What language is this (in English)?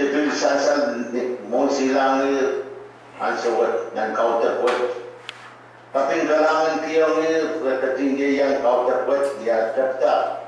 Pohnpeian